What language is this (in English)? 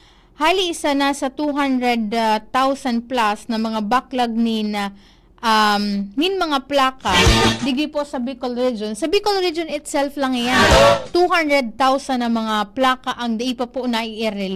Bikol